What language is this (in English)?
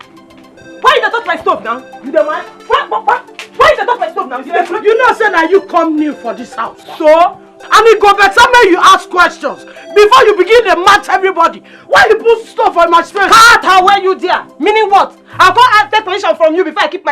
Nigerian Pidgin